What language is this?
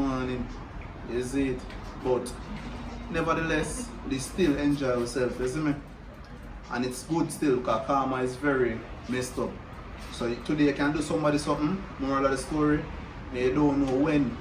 Jamaican Creole English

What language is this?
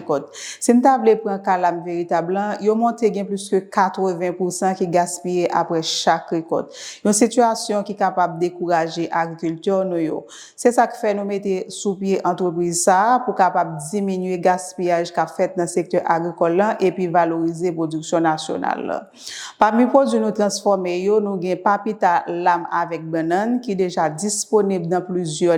Haitian Creole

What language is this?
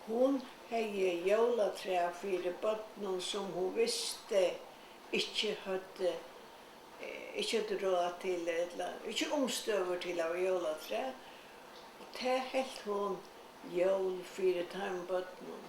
Faroese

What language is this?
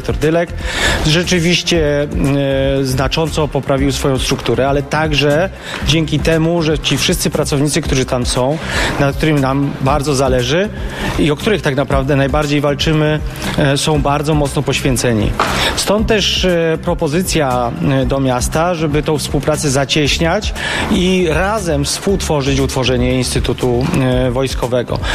Polish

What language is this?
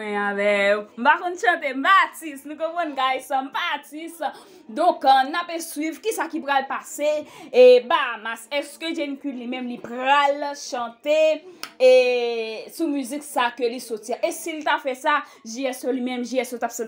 Haitian Creole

